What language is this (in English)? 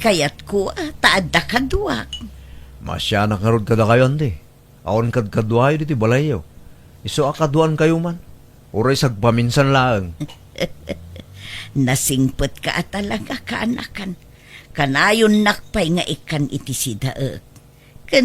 Iloko